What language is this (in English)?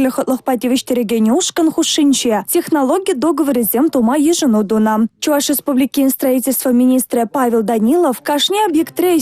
Chuvash